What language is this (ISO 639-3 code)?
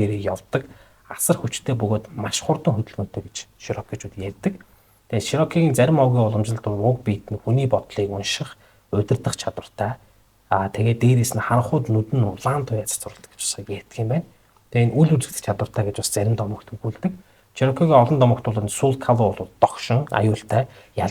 mon